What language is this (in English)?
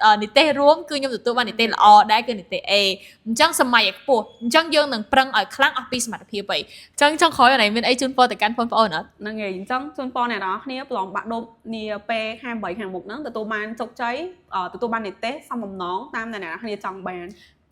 Khmer